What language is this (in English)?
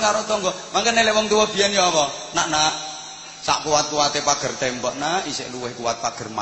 Javanese